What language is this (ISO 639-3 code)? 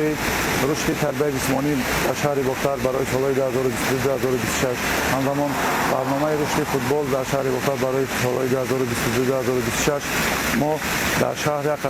tgk